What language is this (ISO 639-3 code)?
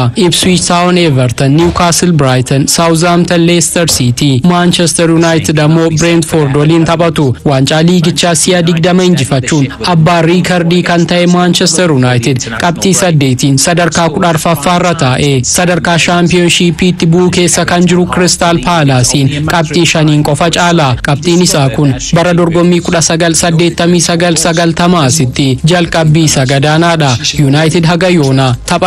orm